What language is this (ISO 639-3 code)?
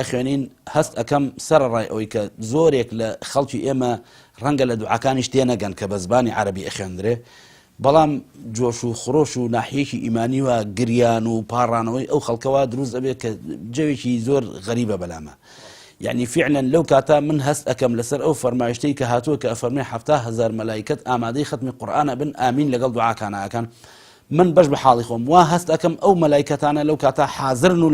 ckb